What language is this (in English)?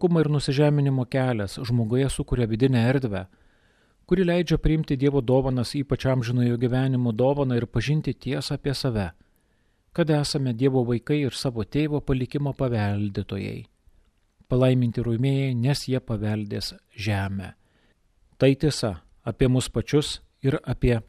Lithuanian